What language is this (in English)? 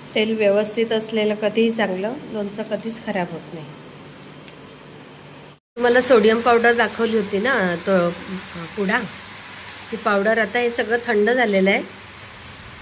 Marathi